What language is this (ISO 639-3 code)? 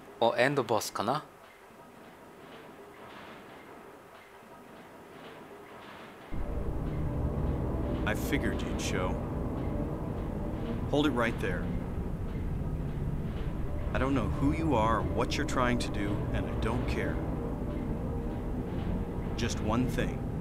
jpn